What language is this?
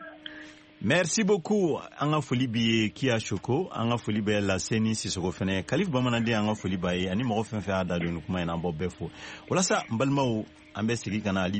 Bambara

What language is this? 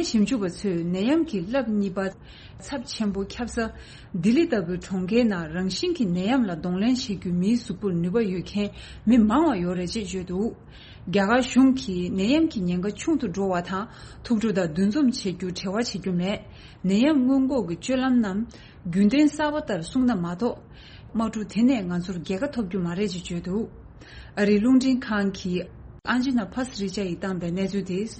Tibetan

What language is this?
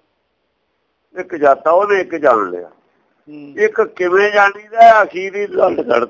Punjabi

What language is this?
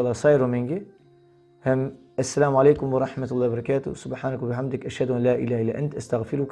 Balkan Romani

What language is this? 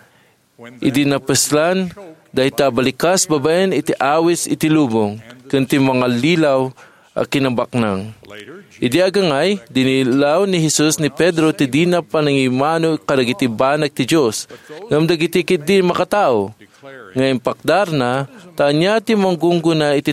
Iloko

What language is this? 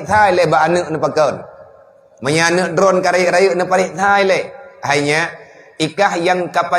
Achinese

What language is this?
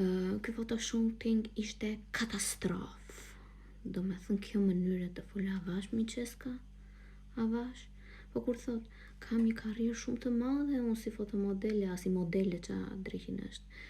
Albanian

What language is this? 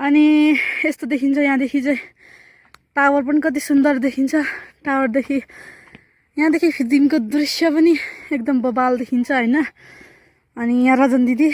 Nepali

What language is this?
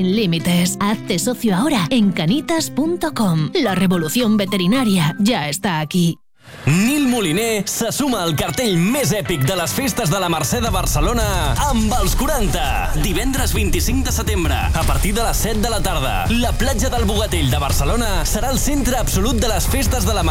Catalan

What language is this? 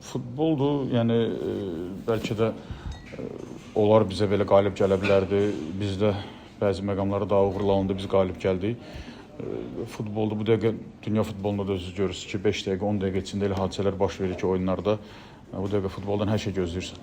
Azerbaijani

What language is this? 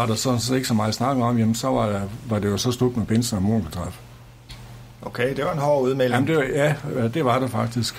Danish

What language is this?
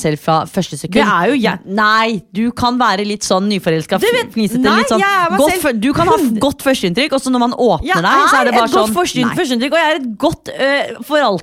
Norwegian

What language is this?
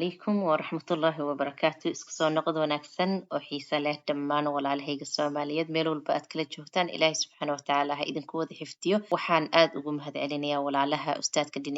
Somali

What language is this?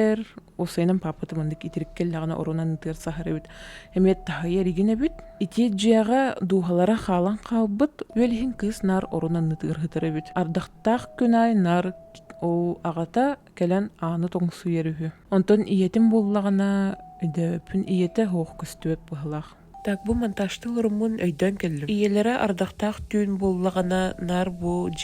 Yakut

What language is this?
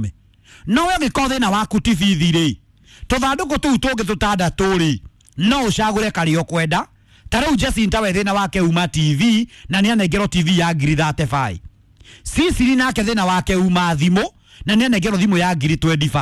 Kikuyu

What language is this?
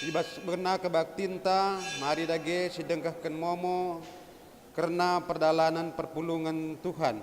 Batak Karo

